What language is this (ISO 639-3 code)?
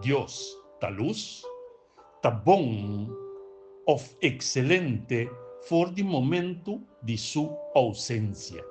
pap